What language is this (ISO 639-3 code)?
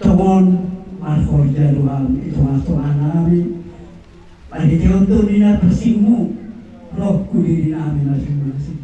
bbc